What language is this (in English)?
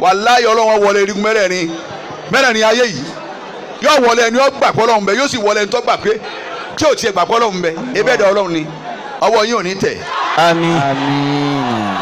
Yoruba